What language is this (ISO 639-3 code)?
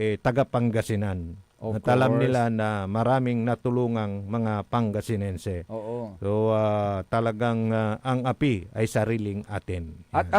pag